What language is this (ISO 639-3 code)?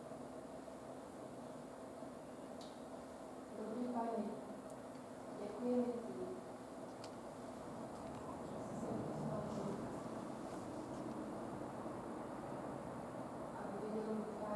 slk